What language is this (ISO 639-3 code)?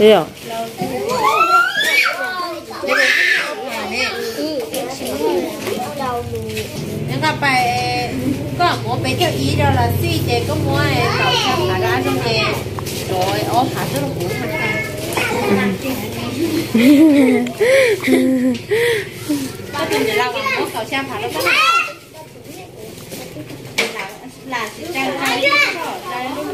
vie